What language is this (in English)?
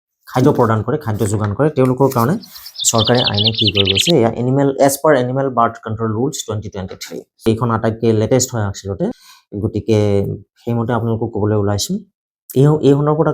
Assamese